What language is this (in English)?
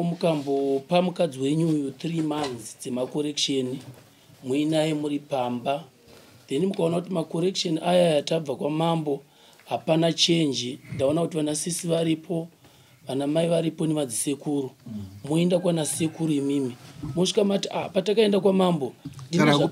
Shona